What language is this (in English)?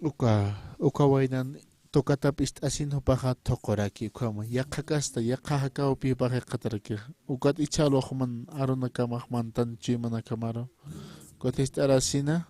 Aymara